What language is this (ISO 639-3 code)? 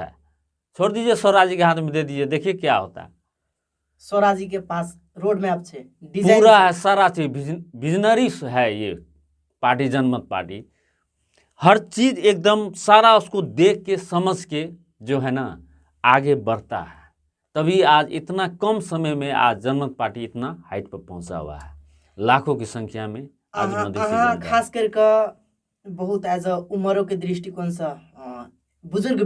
mai